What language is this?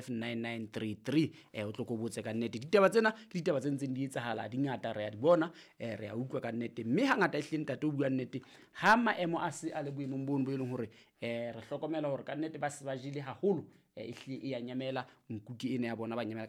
Southern Sotho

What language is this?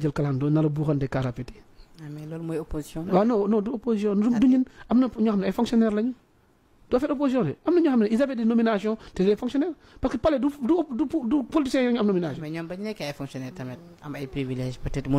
Wolof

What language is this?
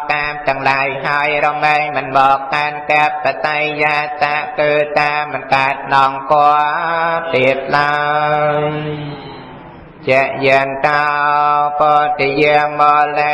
Khmer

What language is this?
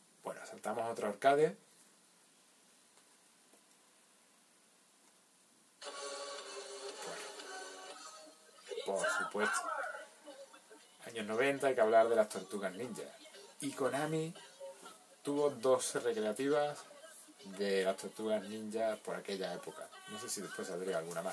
Spanish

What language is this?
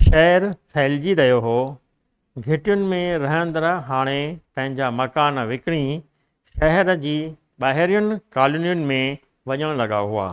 Sindhi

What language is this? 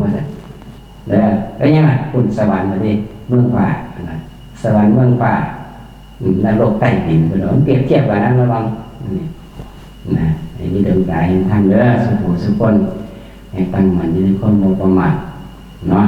Northeastern Thai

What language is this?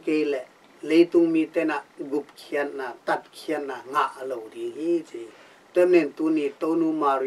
Tedim Chin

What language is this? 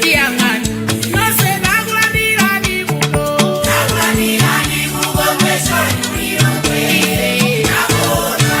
Nyanja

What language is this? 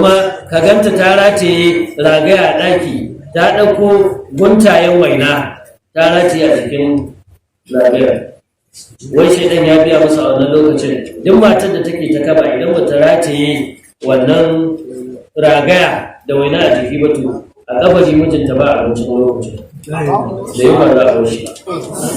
Hausa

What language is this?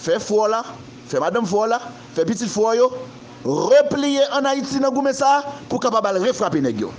Haitian Creole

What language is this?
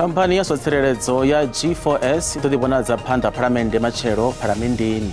Venda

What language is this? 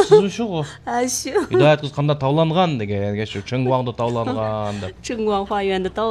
Uyghur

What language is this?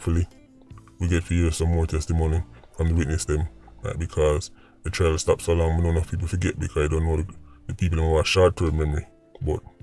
Jamaican Creole English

